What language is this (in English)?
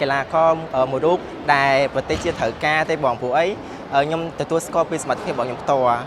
Khmer